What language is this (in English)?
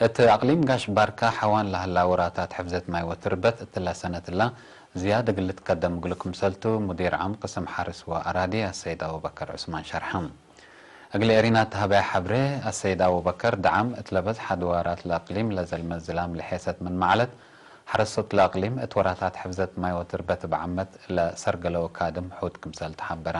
Tigre